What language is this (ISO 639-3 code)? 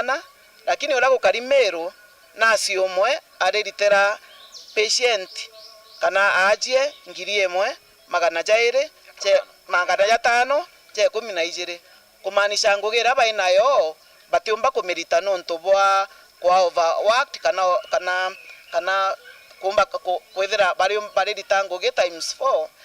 mer